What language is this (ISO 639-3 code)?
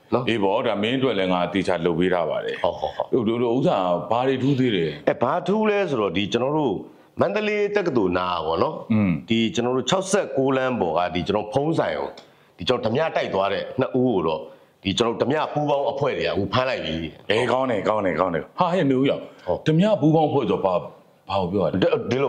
mya